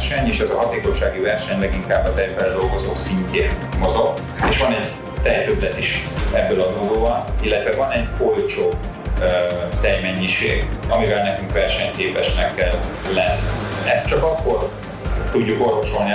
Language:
Hungarian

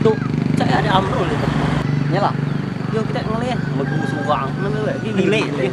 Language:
Musi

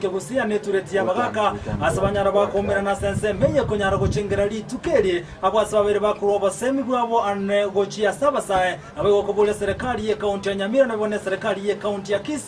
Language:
Gusii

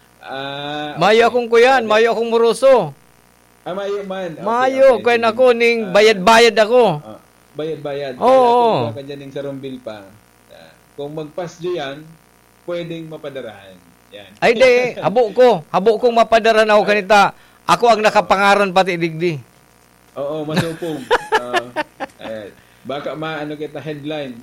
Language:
Bikol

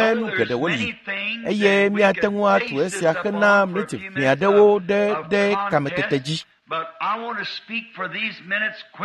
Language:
Ewe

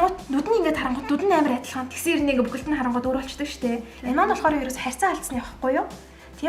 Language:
Mongolian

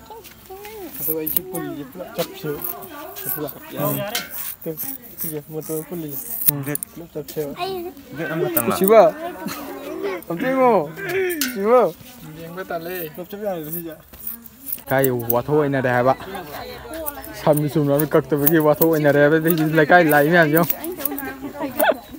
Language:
Malay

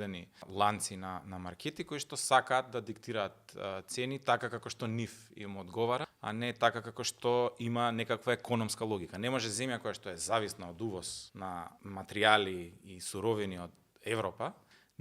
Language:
Macedonian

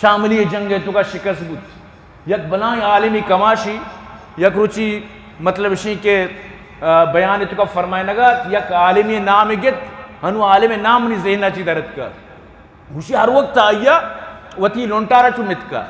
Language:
Eastern Balochi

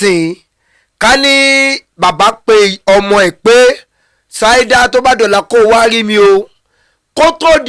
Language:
Yoruba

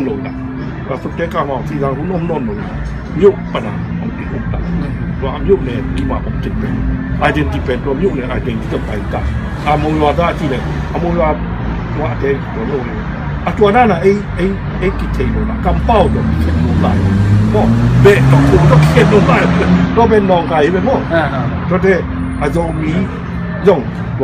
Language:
Tedim Chin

